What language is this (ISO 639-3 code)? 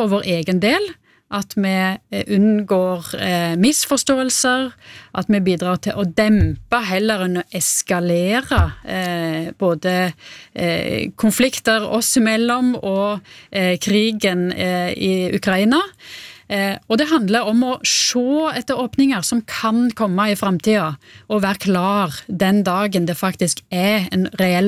nor